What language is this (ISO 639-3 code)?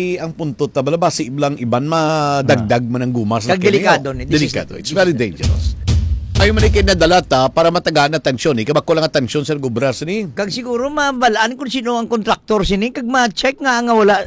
hil